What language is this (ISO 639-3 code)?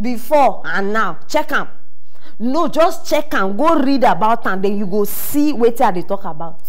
pcm